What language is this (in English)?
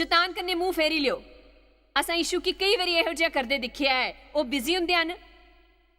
Dogri